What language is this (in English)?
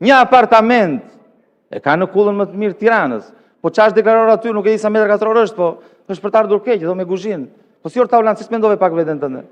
Albanian